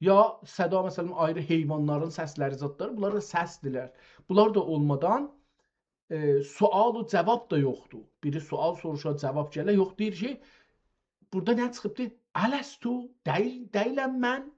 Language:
South Azerbaijani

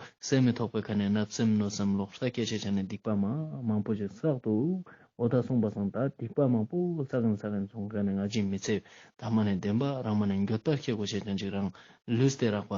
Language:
Ladakhi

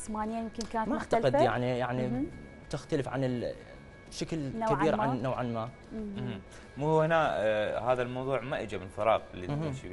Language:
Mesopotamian Arabic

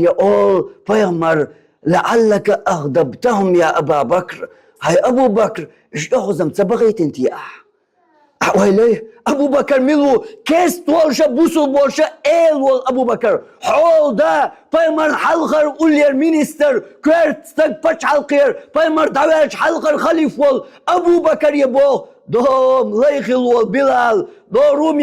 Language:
Chechen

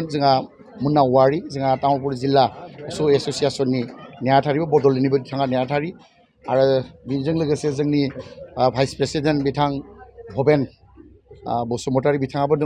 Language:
Bodo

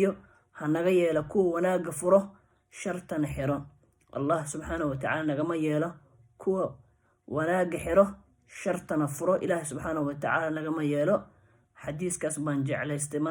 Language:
Somali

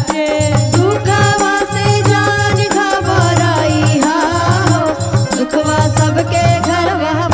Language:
Bhojpuri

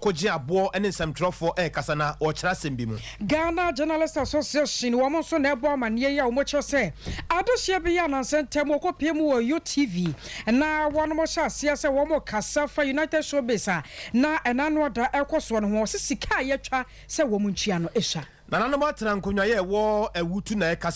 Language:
Akan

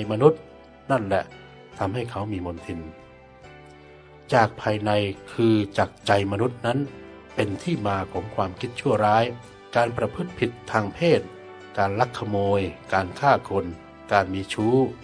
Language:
Thai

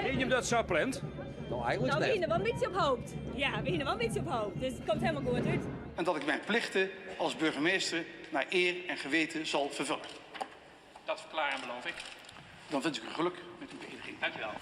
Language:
Western Frisian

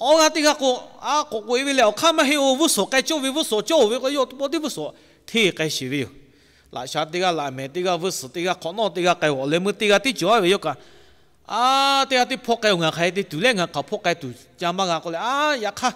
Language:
Lahu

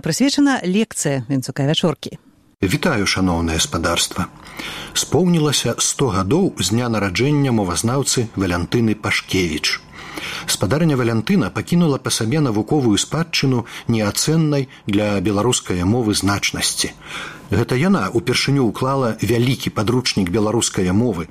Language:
Belarusian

